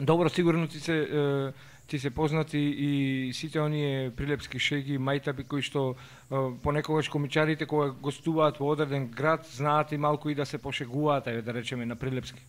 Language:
Macedonian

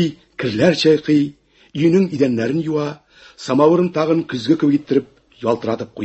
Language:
Tatar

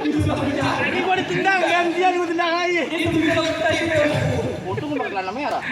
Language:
Betawi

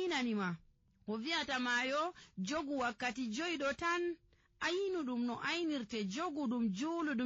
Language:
Nigerian Fulfulde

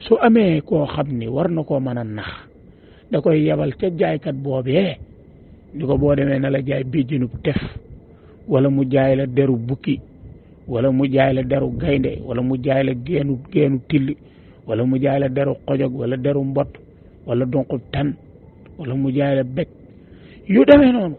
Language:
Wolof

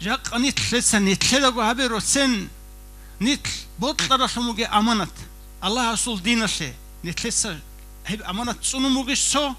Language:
Avaric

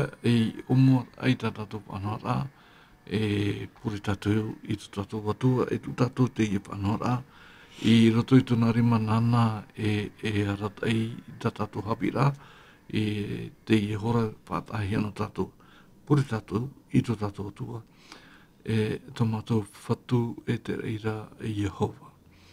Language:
Tahitian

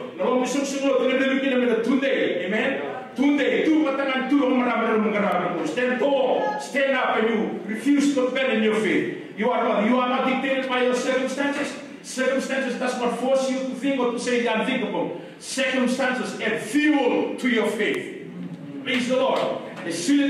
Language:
Fijian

